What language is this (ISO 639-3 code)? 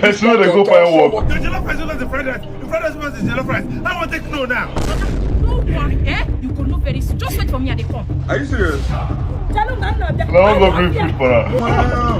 pcm